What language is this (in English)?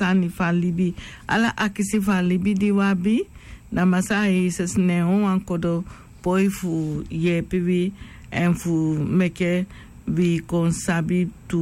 Sranan Tongo